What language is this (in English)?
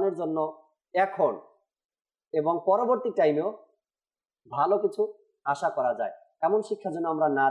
Bangla